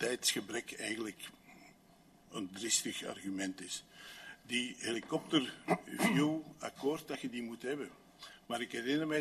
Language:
Dutch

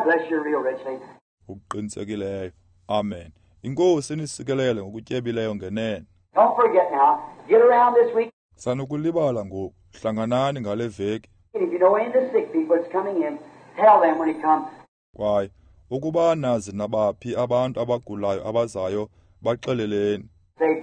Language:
Xhosa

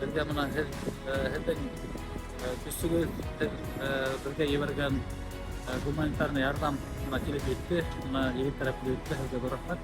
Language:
Bashkir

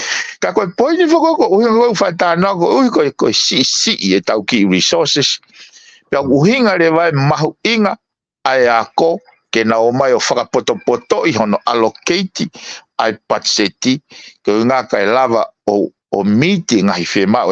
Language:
Tongan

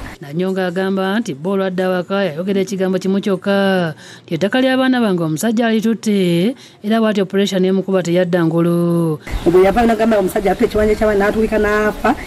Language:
Ganda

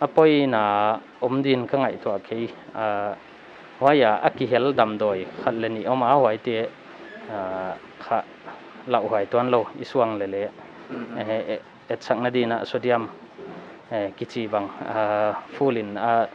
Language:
Paite Chin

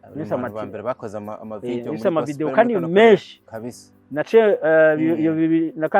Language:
Rundi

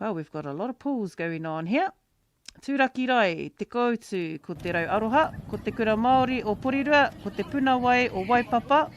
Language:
Māori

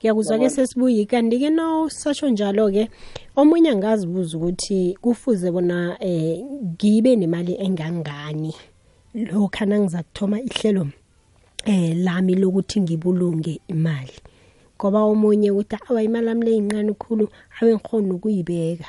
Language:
South Ndebele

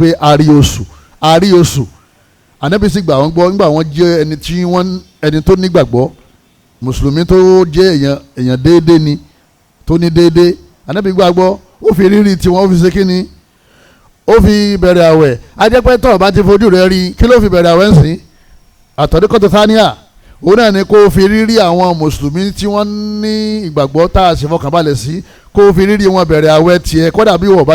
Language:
Yoruba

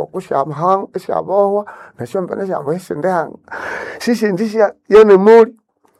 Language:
Nande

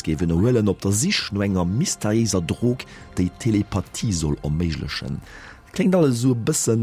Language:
Luxembourgish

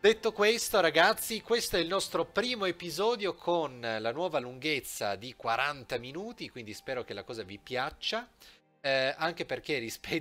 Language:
Italian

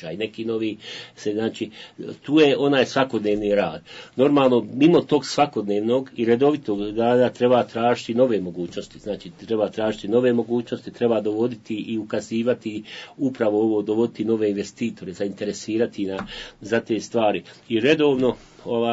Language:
Bosnian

